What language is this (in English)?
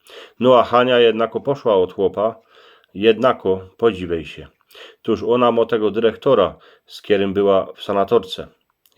Silesian